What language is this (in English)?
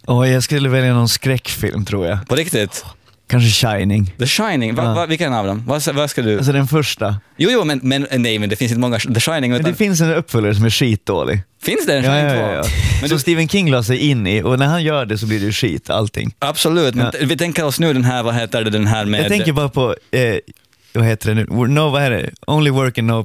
Swedish